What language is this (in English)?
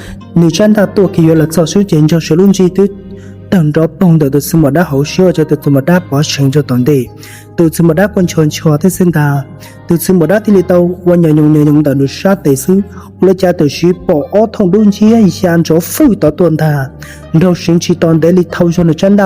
Hmong